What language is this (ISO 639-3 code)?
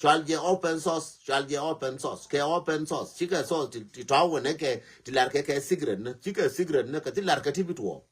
nus